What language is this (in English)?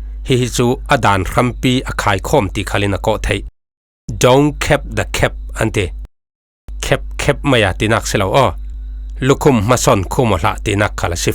Falam Chin